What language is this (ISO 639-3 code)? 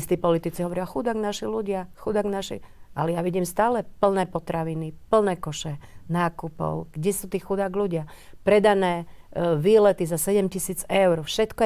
slk